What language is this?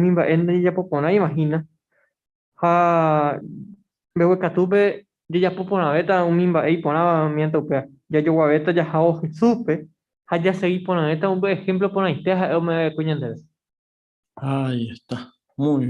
Guarani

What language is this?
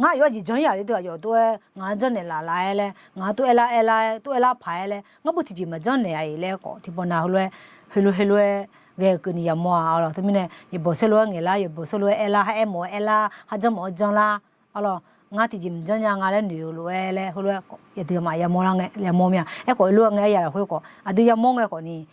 Akha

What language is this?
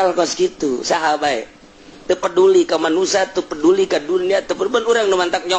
Sundanese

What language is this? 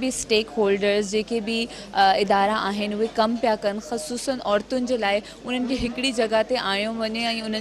Sindhi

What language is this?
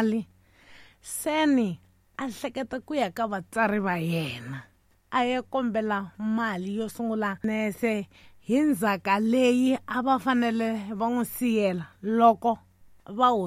Tsonga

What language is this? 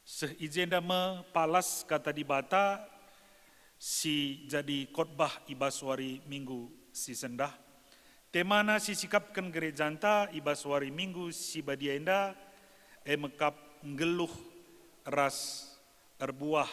Batak Karo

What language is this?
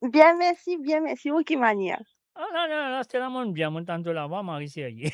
Morisyen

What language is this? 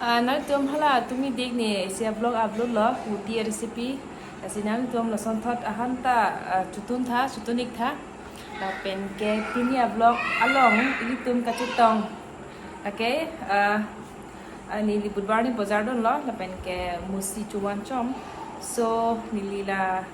Karbi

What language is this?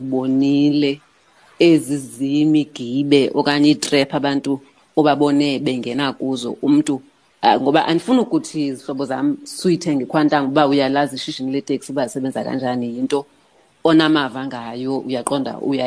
Xhosa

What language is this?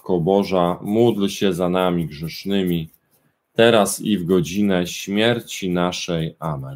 Polish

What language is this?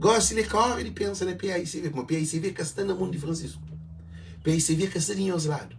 Kabuverdianu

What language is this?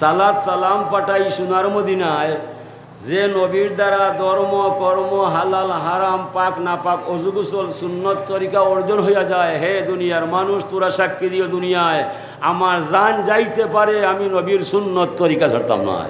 Sylheti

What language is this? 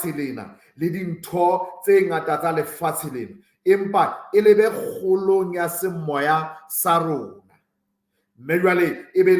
Southern Sotho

